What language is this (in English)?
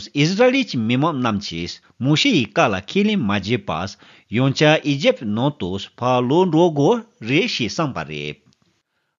Tibetan